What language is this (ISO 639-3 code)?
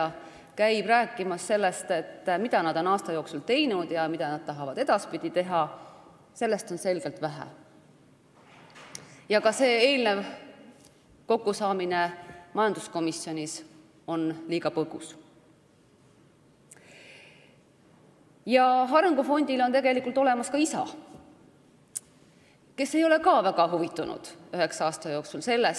est